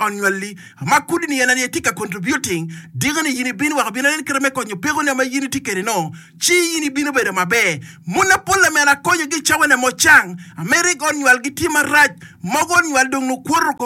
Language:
Acoli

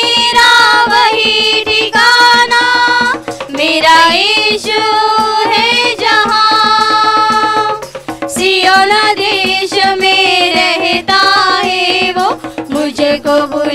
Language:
Marathi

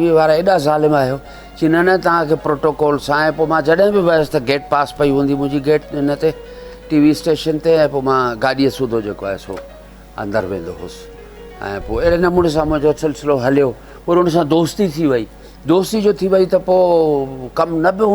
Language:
Sindhi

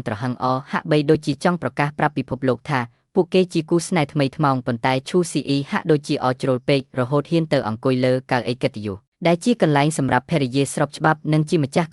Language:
Khmer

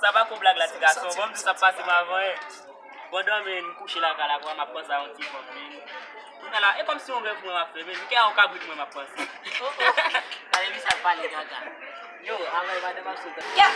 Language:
Haitian Creole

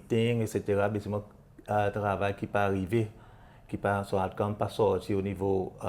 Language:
Seselwa Creole French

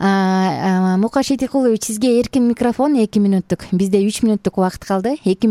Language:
Kyrgyz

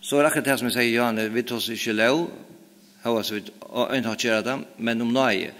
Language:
Faroese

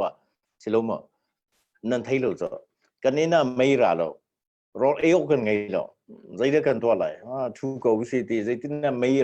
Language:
Hakha Chin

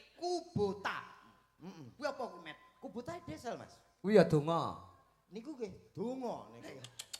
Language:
Javanese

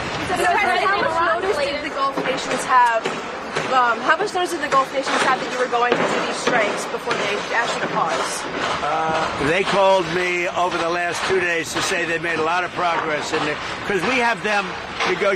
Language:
English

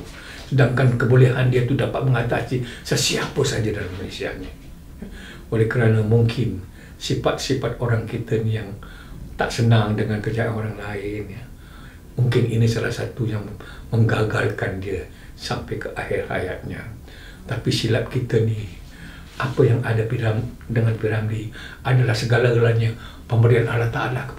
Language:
Malay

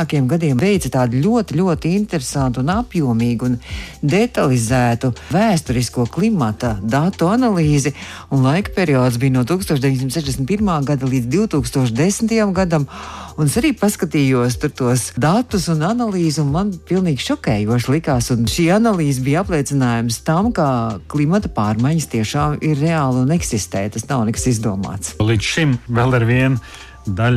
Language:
Latvian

